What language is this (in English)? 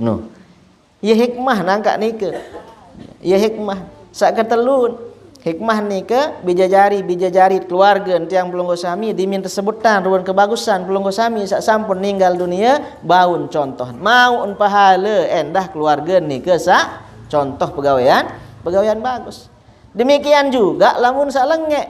Sasak